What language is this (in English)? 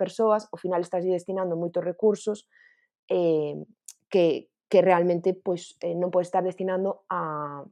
Galician